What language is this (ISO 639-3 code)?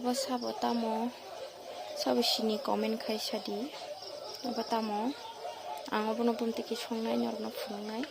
trp